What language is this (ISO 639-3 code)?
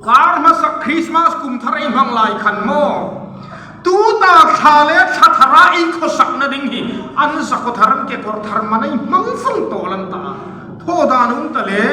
hmr